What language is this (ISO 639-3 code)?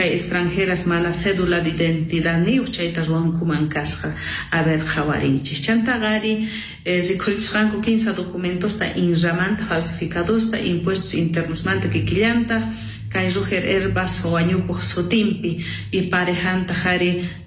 quh